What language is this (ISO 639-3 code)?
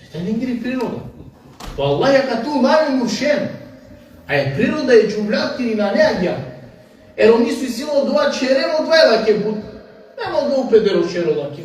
rmn